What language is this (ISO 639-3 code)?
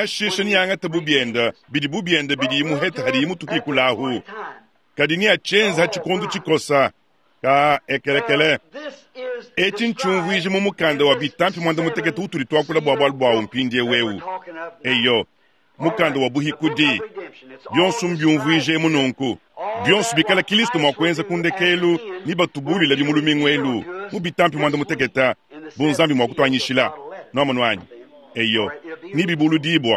lua